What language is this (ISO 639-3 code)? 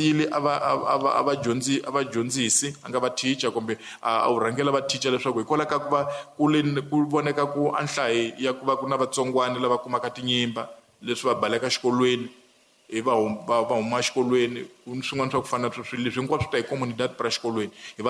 tso